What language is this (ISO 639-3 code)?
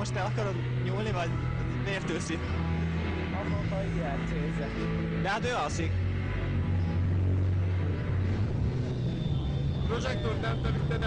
hun